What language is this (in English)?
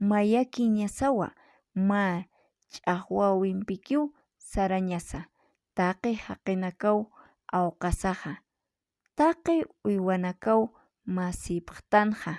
Aymara